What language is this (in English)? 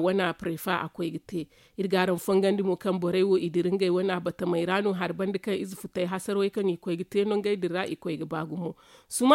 Zarma